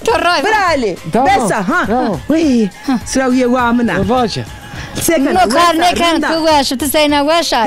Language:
Zaza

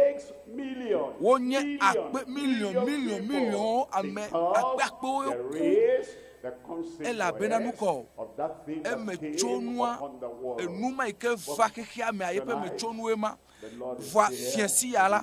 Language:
Ewe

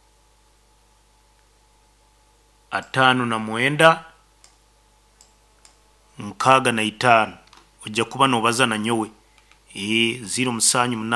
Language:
Nyoro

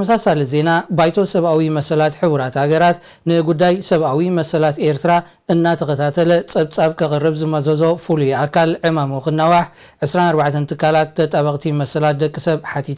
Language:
Tigrinya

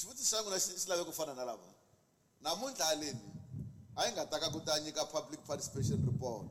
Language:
Tsonga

